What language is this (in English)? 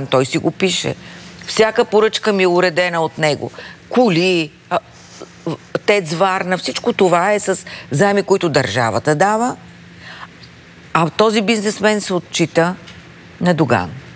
Bulgarian